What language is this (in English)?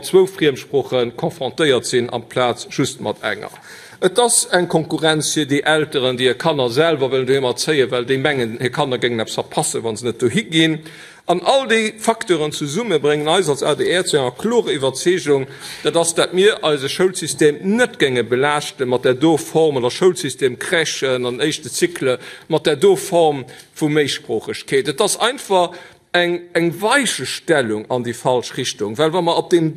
Luxembourgish